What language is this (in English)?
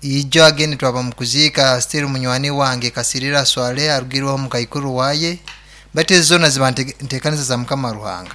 Nyoro